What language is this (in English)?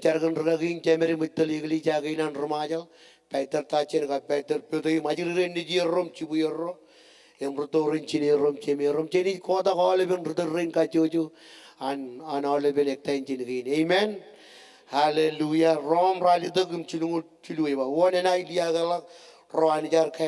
Marshallese